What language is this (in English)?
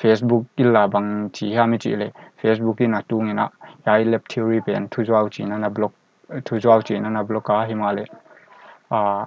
Paite Chin